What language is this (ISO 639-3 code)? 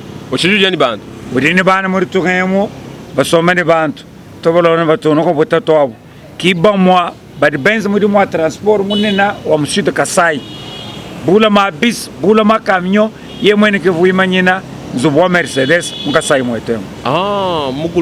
lua